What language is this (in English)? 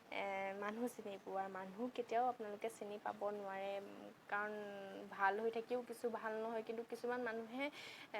Assamese